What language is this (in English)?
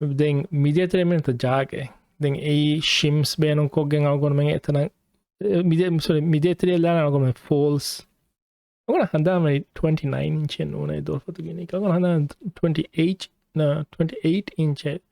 Divehi